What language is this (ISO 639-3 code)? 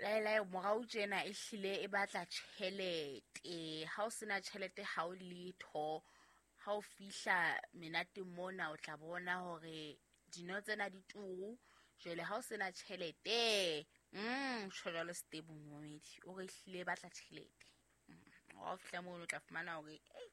sot